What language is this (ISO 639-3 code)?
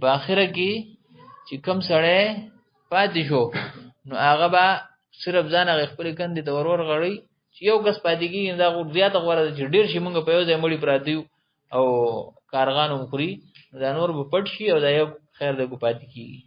pus